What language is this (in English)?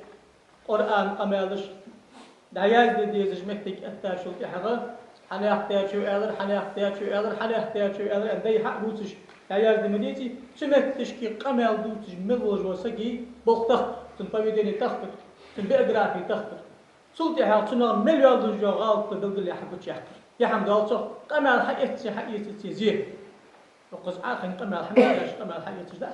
Ingush